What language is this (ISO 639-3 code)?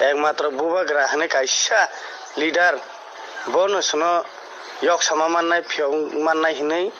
trp